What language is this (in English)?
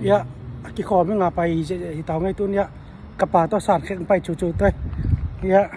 Tedim Chin